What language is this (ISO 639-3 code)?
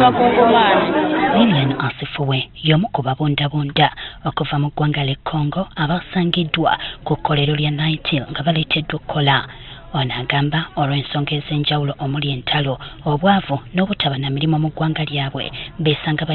lug